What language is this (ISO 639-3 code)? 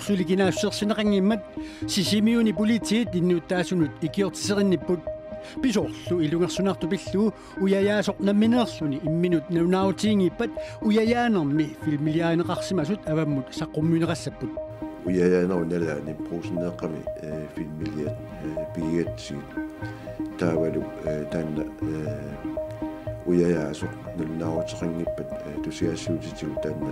kal